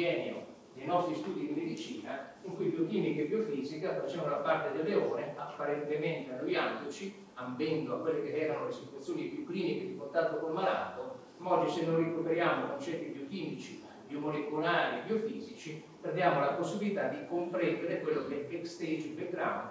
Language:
Italian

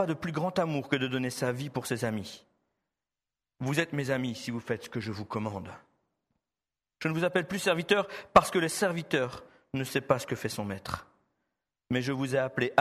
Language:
French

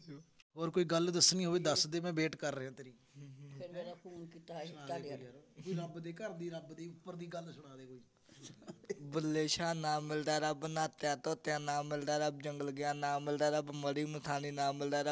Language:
Punjabi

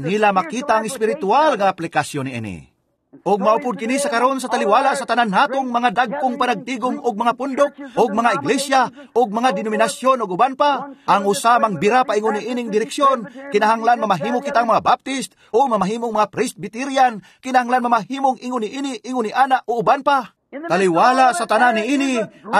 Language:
Cebuano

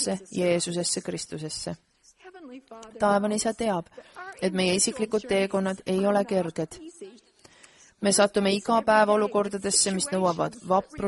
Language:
Estonian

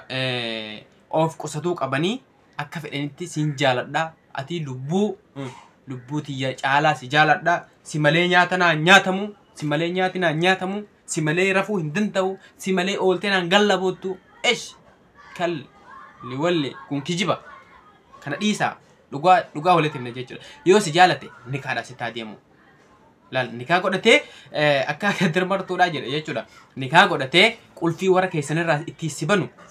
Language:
Oromo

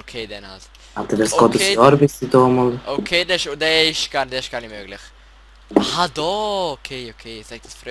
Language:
Swiss German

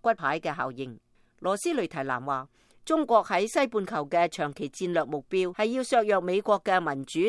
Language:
Cantonese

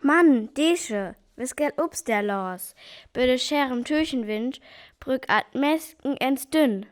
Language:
Northern Frisian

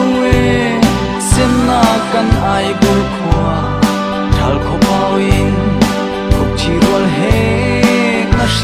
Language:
Hakha Chin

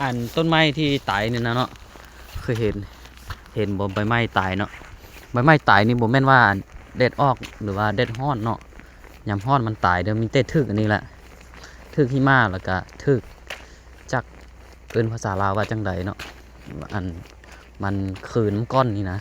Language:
Lao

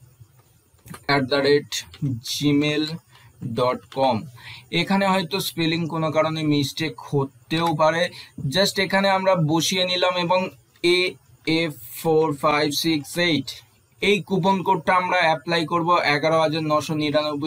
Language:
Bangla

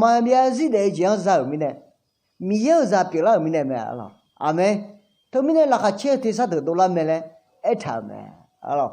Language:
Akha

